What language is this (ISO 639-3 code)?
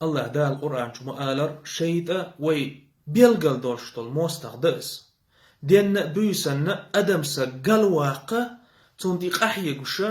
che